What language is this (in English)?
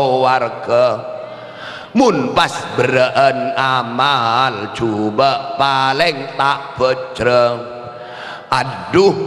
Madurese